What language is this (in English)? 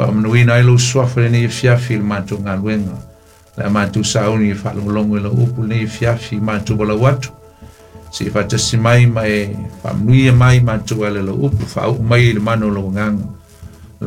Samoan